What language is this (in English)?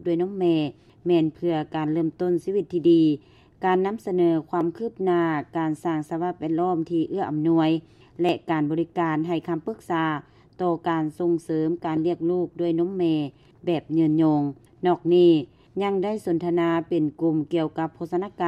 Lao